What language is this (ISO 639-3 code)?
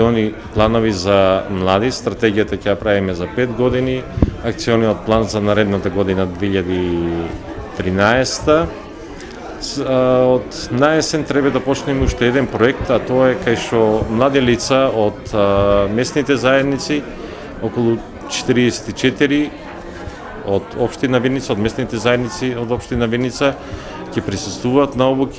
mkd